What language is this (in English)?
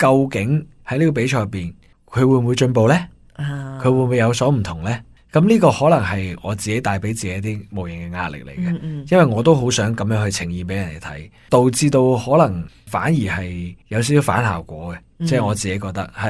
Cantonese